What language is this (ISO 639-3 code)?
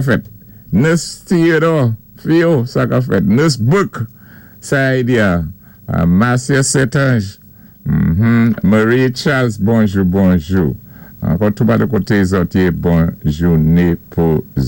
acf